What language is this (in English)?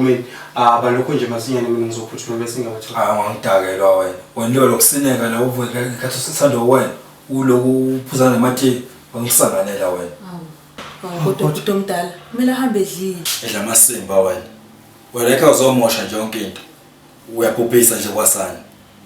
Zulu